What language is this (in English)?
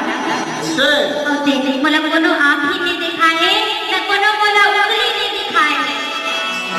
Chhattisgarhi